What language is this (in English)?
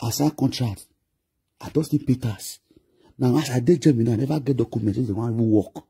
Nigerian Pidgin